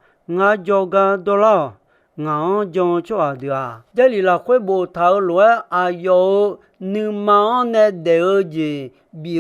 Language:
Akha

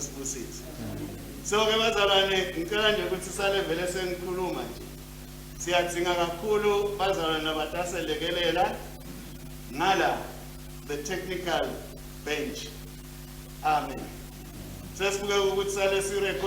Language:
Swati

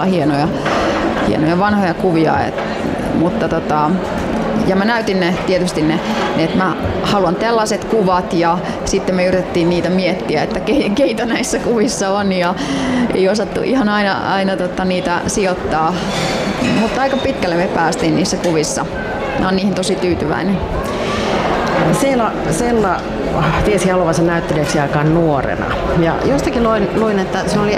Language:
Finnish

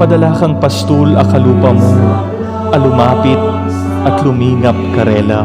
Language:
Pampanga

